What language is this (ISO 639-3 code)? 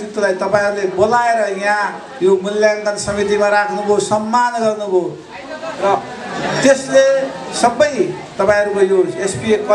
nep